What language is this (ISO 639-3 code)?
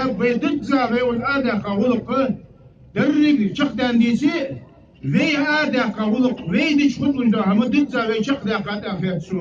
inh